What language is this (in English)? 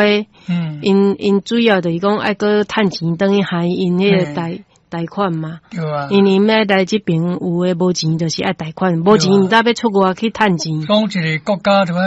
Min Nan Chinese